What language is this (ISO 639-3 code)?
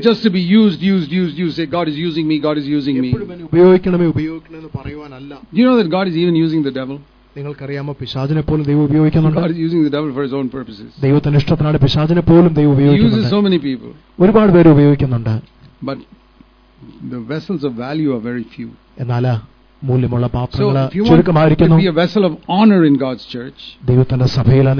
mal